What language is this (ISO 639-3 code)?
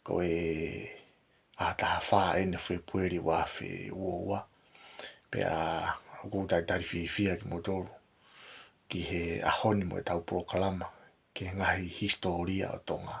ton